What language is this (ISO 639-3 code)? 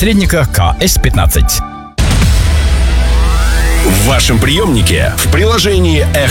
rus